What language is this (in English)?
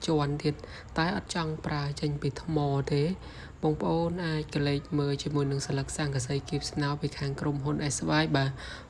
Khmer